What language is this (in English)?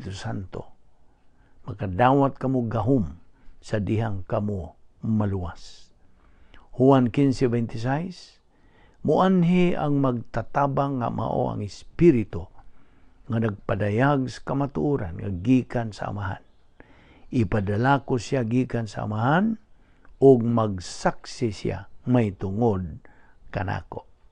Cebuano